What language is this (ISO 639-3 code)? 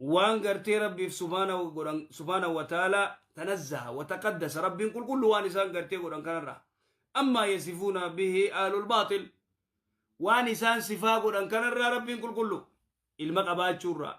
orm